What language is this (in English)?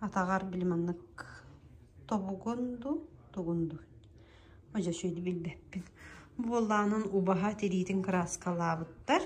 Yakut